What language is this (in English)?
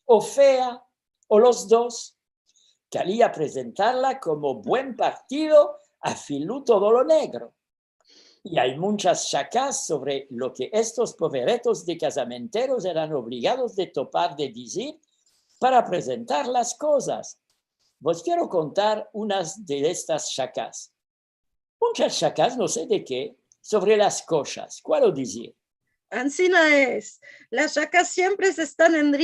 Ladino